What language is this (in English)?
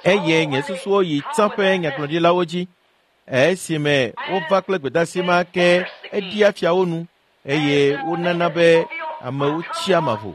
Ewe